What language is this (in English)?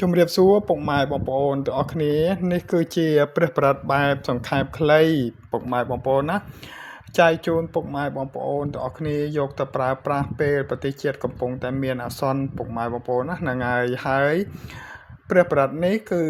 Khmer